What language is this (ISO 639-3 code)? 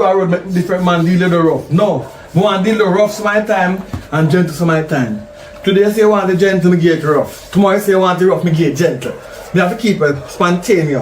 jam